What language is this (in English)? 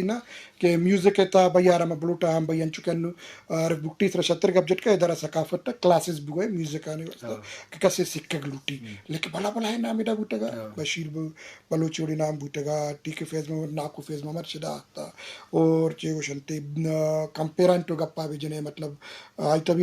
Eastern Balochi